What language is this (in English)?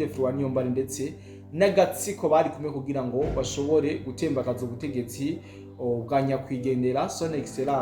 Rundi